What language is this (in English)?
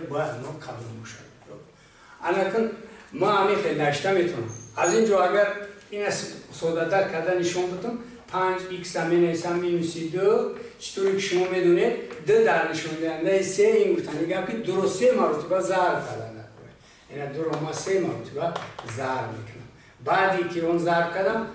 Tajik